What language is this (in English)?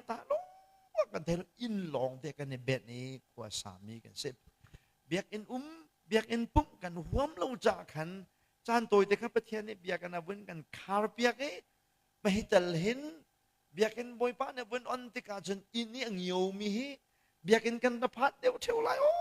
Hakha Chin